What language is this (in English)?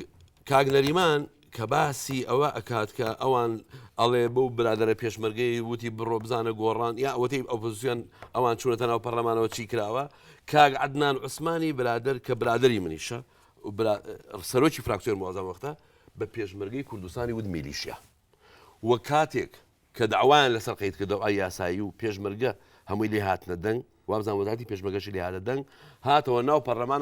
Central Kurdish